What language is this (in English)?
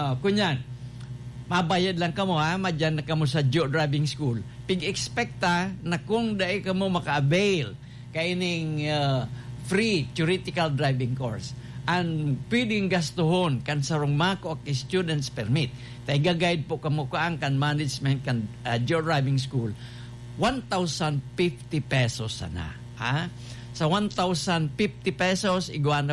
Bikol